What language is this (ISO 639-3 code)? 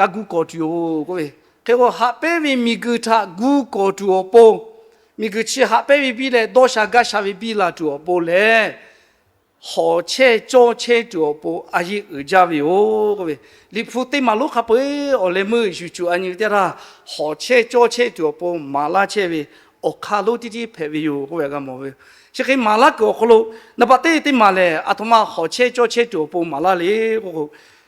lhu